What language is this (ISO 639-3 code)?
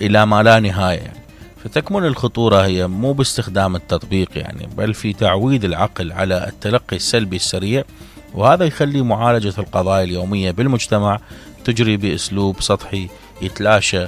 acm